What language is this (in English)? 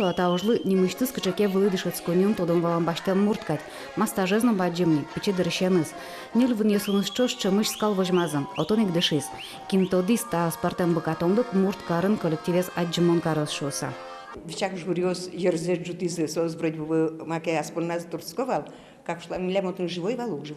Udmurt